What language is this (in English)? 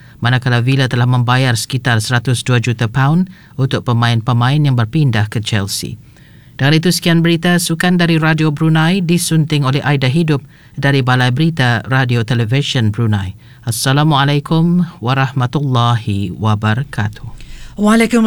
Malay